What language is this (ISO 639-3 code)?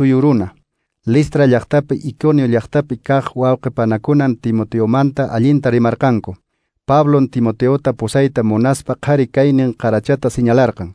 que